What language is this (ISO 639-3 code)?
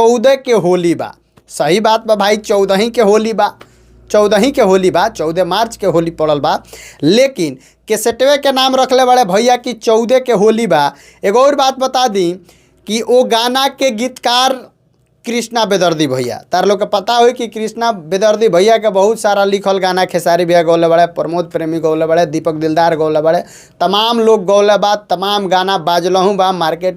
bho